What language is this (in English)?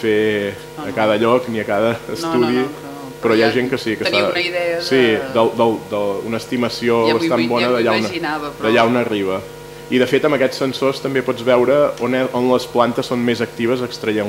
Catalan